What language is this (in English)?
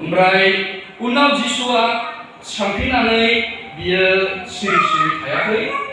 Bodo